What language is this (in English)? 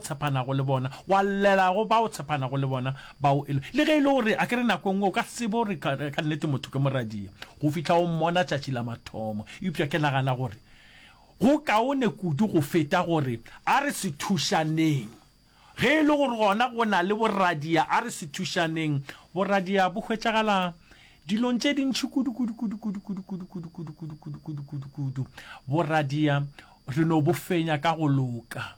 Northern Sotho